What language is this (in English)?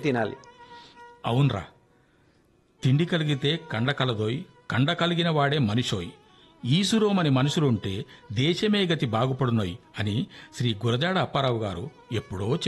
Telugu